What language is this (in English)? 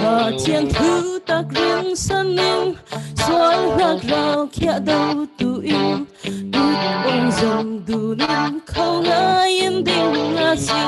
Falam Chin